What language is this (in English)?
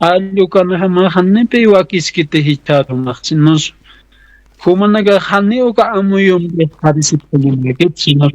Aymara